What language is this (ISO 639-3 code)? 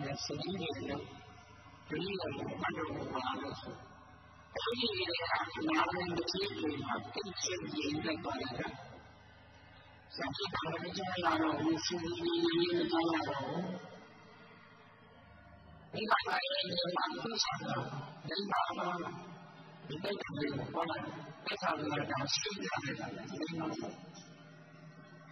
mya